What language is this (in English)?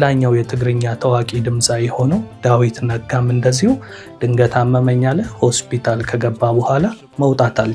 Amharic